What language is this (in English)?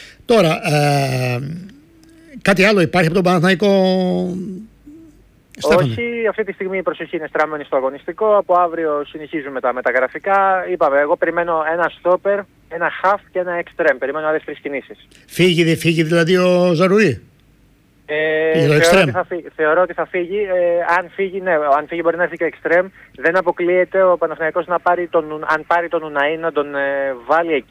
Greek